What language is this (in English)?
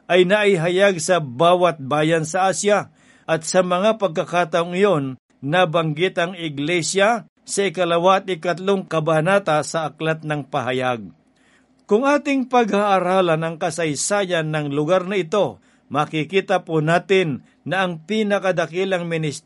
Filipino